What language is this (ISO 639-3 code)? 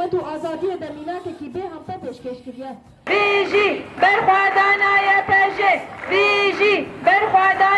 kur